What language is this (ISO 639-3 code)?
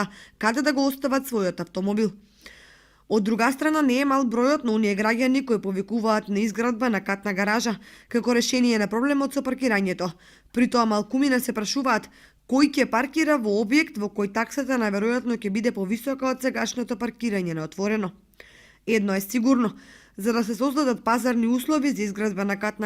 mkd